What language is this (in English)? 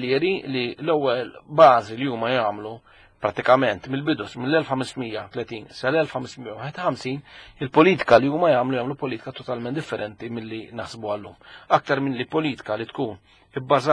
Maltese